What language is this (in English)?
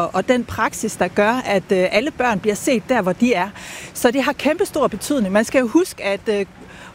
Danish